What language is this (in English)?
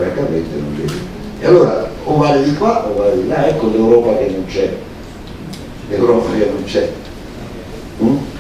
Italian